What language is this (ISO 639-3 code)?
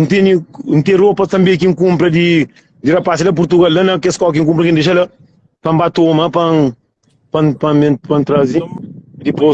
kea